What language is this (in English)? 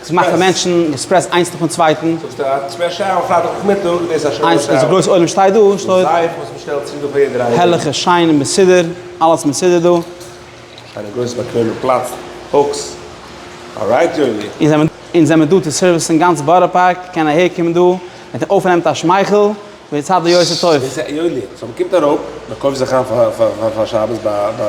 Yiddish